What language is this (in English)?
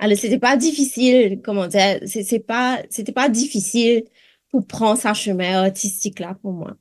Morisyen